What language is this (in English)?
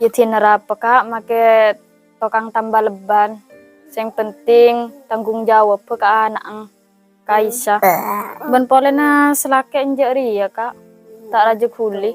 Madurese